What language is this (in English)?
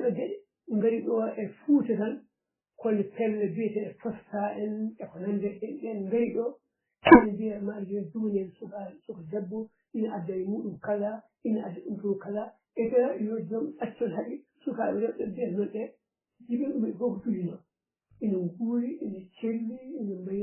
Fula